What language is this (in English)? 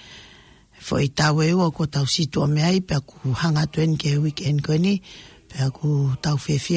Tongan